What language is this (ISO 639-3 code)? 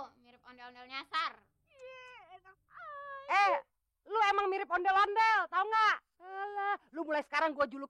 bew